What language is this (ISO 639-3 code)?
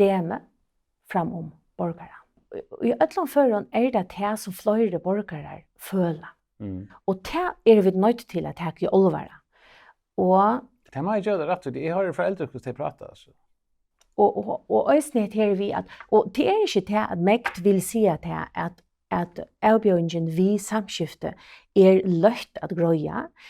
fao